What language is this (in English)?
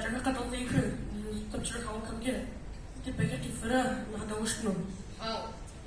Adyghe